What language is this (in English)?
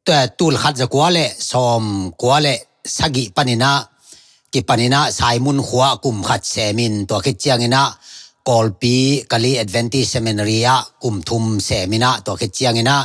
Tedim Chin